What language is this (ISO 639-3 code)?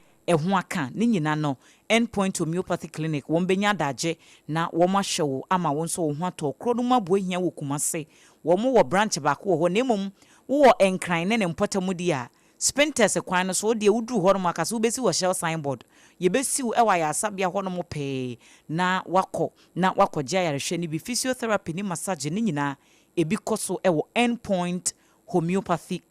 aka